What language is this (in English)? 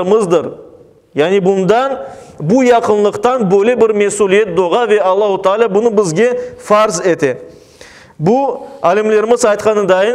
Crimean Tatar